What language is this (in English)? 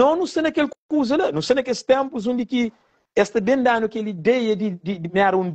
Kabuverdianu